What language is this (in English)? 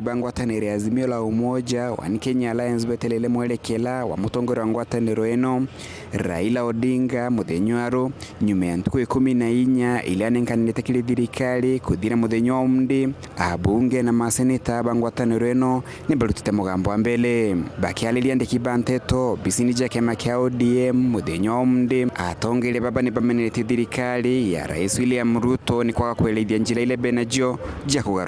Meru